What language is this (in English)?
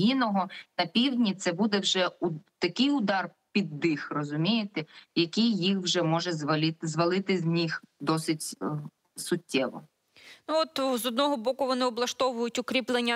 Ukrainian